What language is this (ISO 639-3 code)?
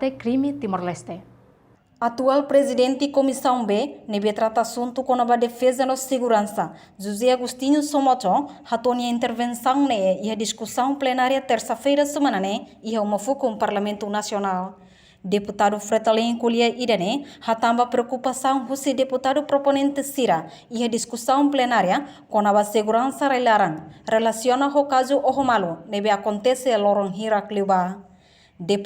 tet